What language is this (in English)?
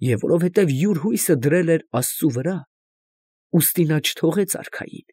Armenian